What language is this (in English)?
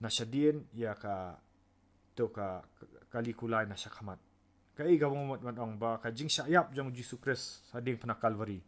Khasi